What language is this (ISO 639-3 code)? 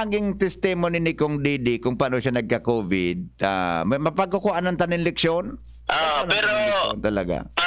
bik